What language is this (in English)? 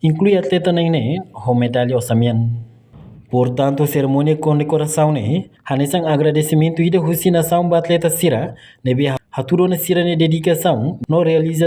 Tetum